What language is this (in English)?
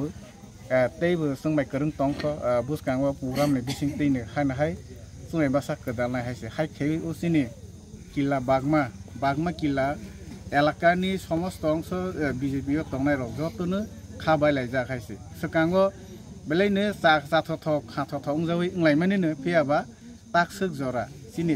Kok Borok